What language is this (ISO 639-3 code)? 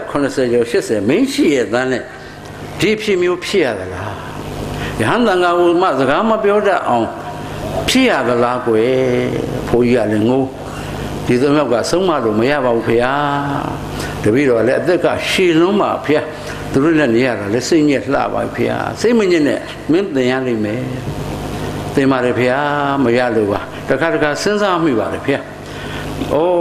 mya